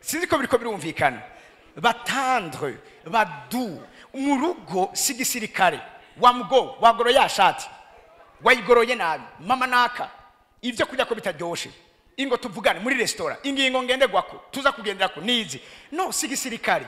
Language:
Rundi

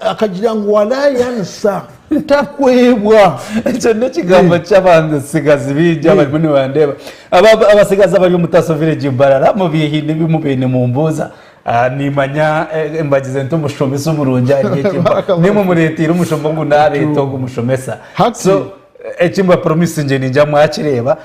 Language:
Nyankole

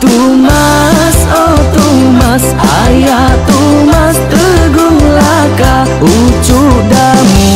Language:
Iban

